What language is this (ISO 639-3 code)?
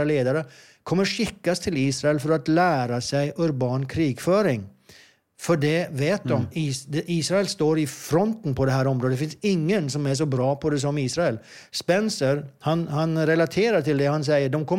swe